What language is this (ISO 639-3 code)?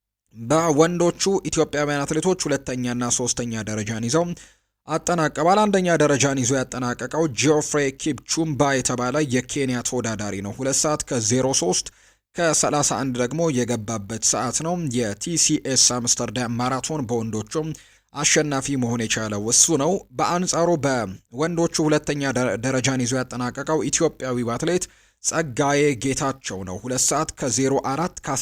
amh